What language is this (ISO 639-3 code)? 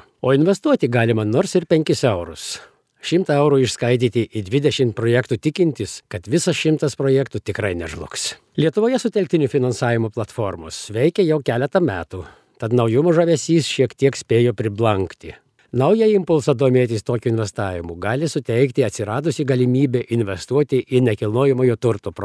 lit